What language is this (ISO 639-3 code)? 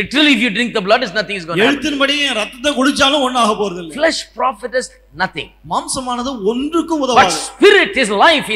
tam